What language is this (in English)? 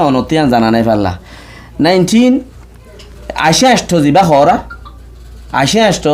Rohingya